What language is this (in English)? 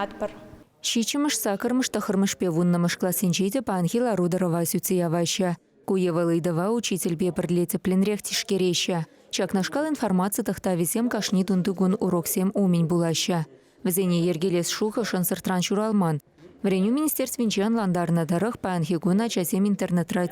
Chuvash